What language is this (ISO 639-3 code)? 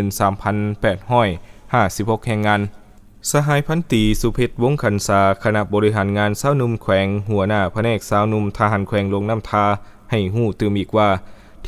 lao